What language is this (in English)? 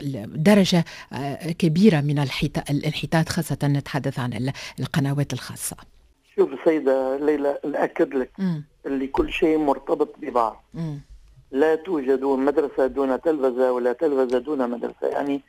Tunisian Arabic